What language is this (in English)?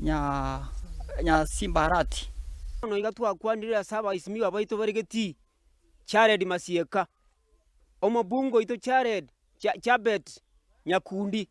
Gusii